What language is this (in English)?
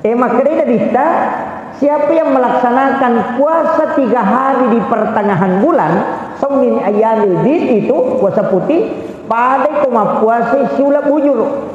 Buginese